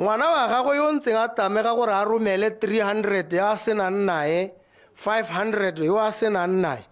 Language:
Tswana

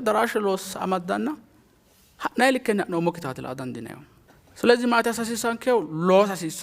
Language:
Sidamo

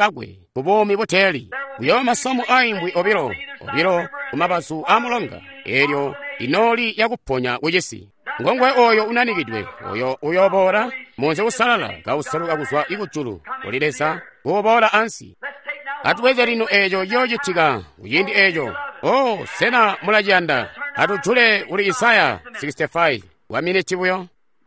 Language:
Tonga (Zambia)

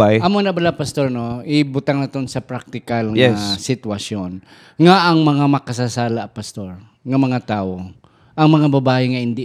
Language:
Hiligaynon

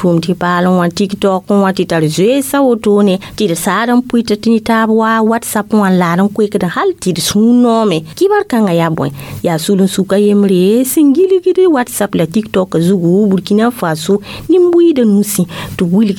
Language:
Mossi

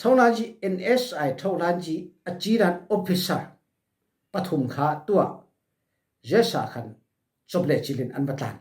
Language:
Falam Chin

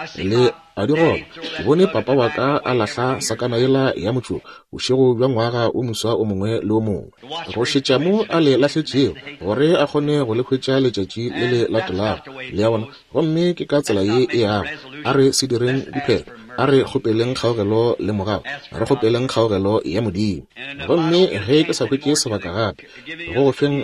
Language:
Northern Sotho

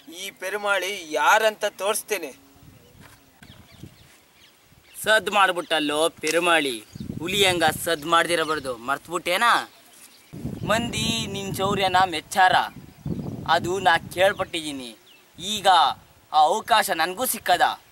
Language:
Kannada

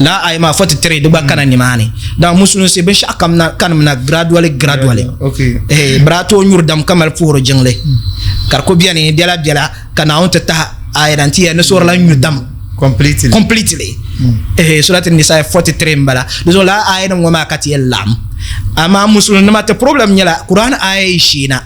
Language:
Dagbani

